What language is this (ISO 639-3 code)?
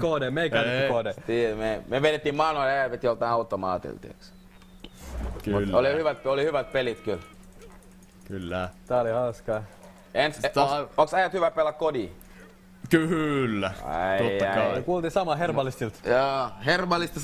fin